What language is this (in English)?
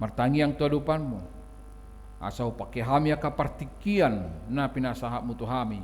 Batak Toba